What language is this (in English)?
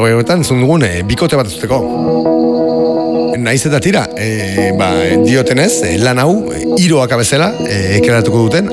Basque